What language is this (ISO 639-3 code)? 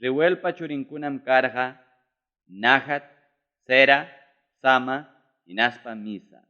quy